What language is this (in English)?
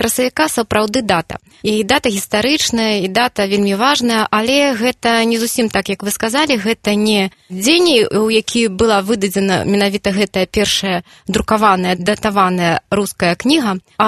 Belarusian